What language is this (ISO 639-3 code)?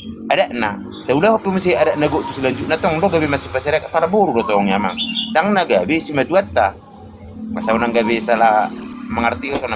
bbc